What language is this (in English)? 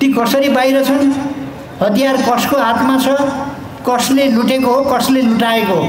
Nepali